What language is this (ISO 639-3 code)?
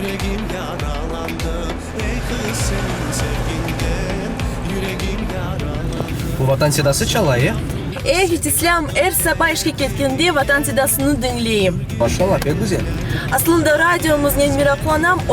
crh